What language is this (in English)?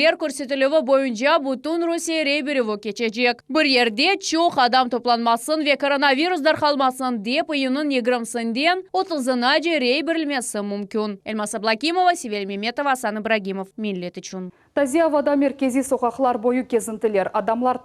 Crimean Tatar